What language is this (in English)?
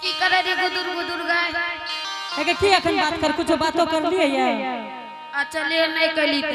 Angika